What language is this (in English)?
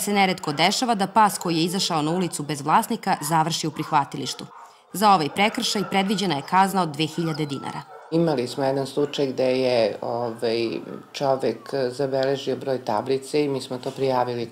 Serbian